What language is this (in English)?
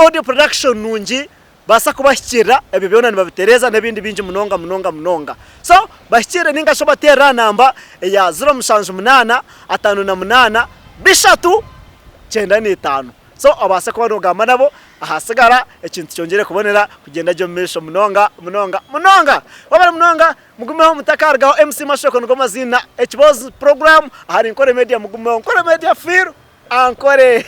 Nyankole